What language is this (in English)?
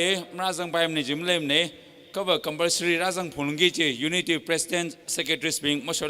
Tangkhul Naga (India)